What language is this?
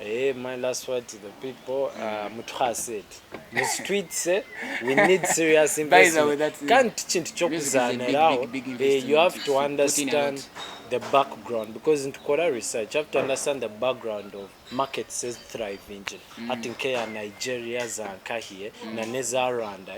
Nyankole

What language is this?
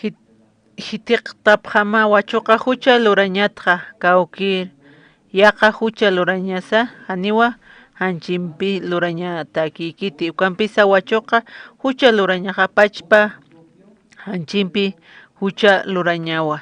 Aymara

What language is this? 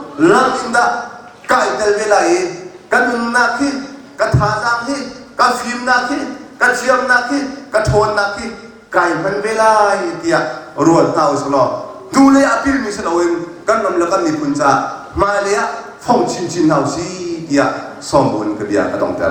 Hakha Chin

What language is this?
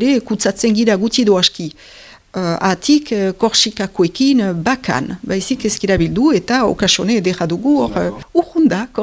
Basque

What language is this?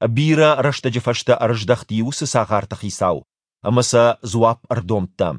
Ossetic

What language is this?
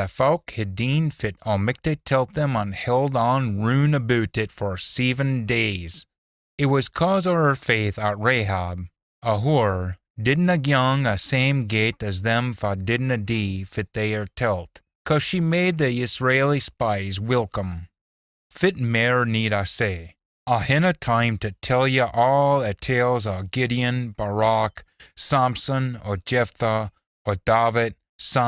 Scots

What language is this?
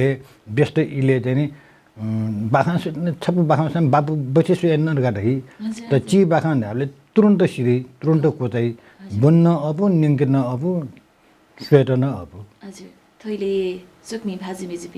Newari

